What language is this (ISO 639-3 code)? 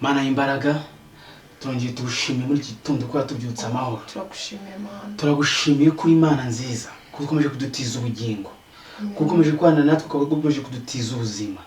kin